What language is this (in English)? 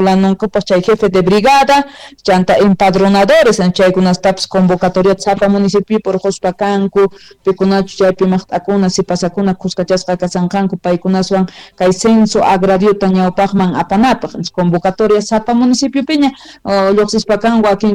South Bolivian Quechua